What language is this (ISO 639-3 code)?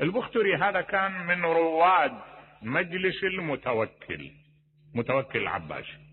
acm